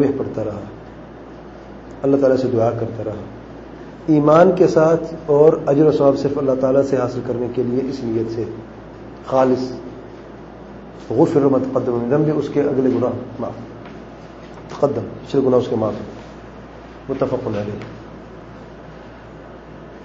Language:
Urdu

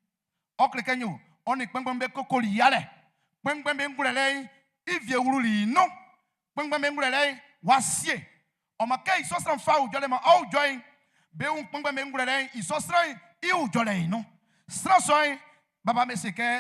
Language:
Baoulé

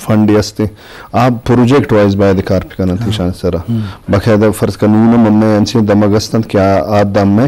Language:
Eastern Balochi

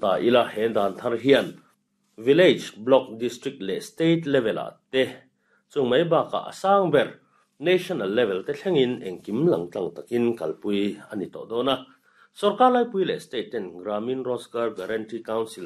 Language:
Mizo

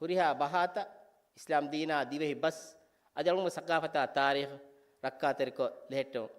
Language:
Divehi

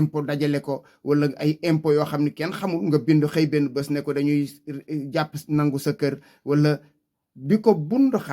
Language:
Wolof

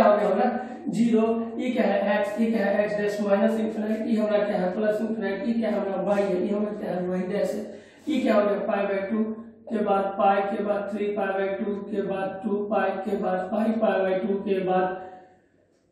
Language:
Hindi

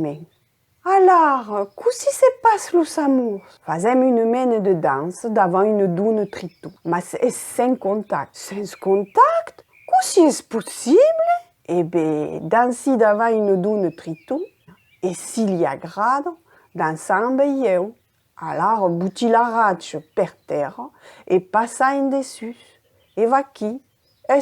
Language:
Occitan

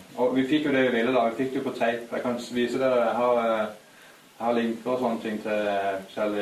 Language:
Norwegian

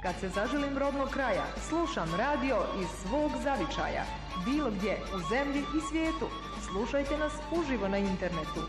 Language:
Bosnian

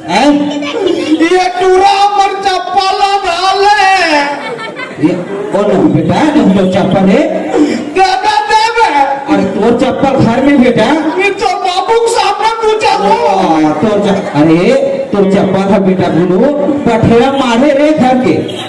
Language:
Chhattisgarhi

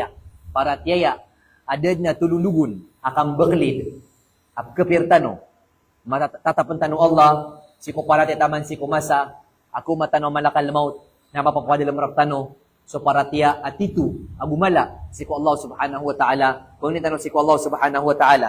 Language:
Maranao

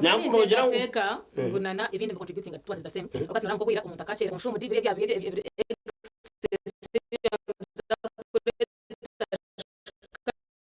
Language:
Nyankole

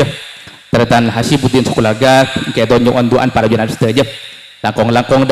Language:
Madurese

